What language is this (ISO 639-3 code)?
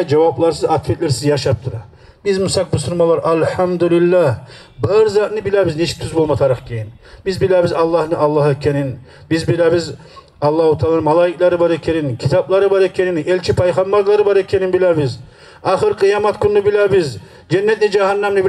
kum